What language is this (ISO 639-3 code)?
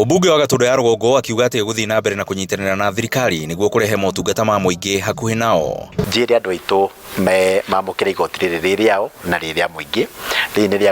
kik